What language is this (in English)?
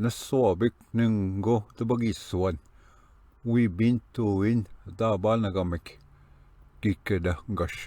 Ojibwa